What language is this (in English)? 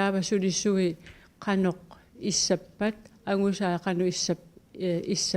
Kalaallisut